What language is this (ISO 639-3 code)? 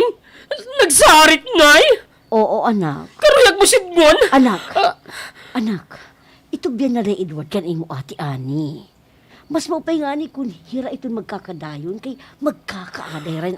war